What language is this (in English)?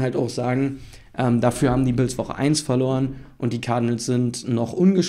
German